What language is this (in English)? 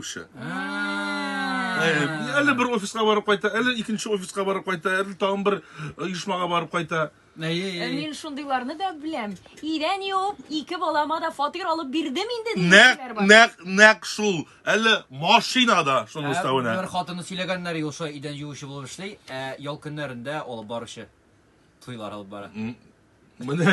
Tatar